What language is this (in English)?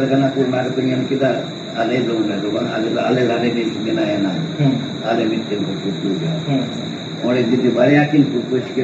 Santali